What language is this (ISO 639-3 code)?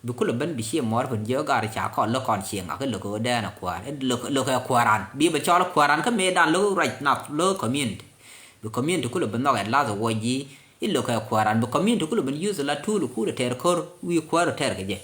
nus